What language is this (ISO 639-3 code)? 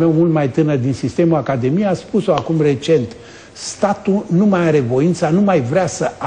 ron